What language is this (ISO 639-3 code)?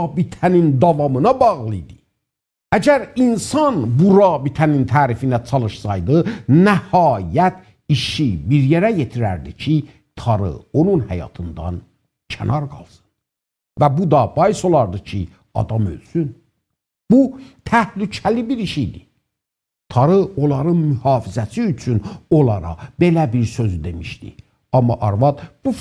azb